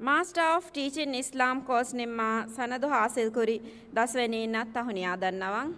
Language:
Divehi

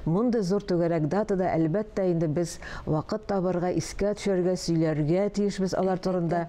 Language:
Tatar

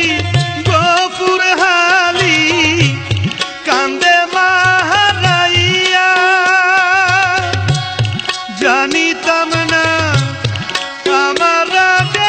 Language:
Bangla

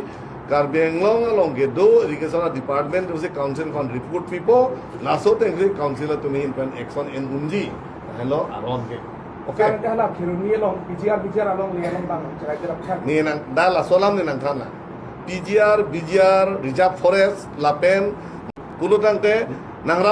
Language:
Karbi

